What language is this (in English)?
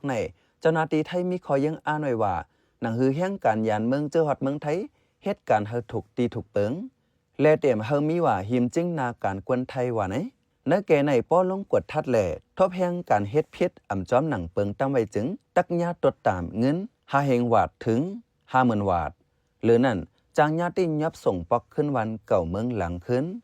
Shan